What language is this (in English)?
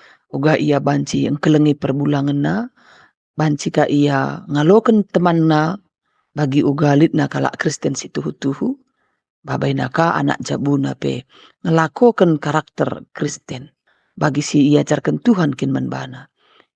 Batak Karo